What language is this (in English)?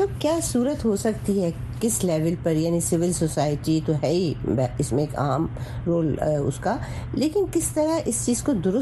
Urdu